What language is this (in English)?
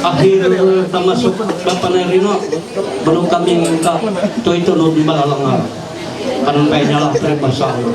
Ma'anyan